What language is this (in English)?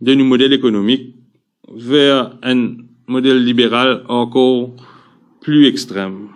Morisyen